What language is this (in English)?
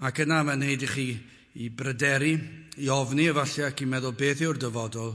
Welsh